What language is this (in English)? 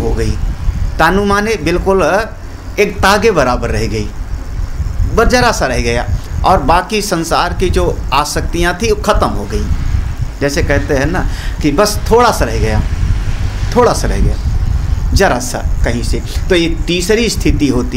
Hindi